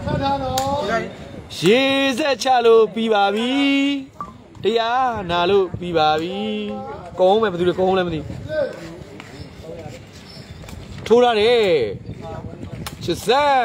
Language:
Burmese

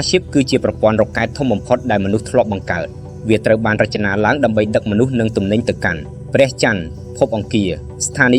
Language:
Khmer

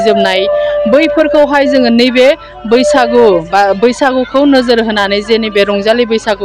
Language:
Bodo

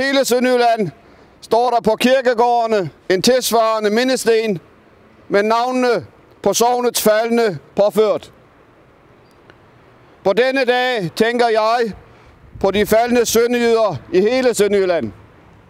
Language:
Danish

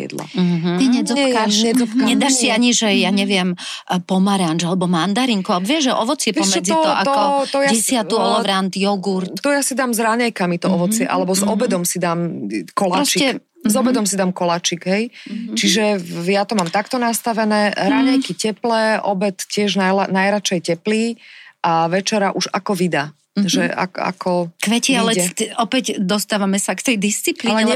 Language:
Slovak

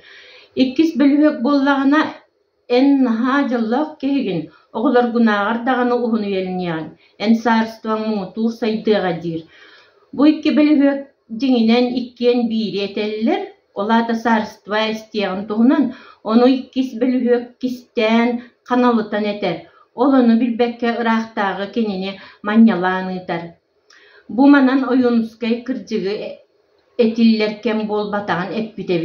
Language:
Yakut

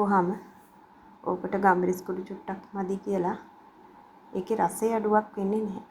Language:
Sinhala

